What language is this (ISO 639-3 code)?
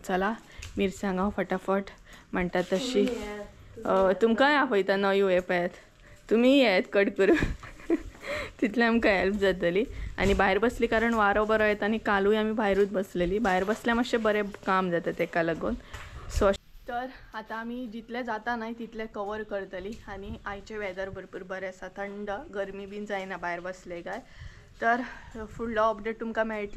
kok